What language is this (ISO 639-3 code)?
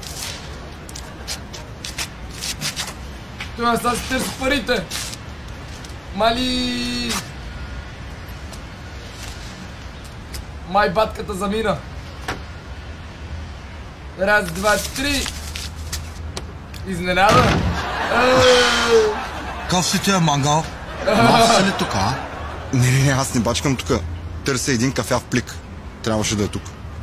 bul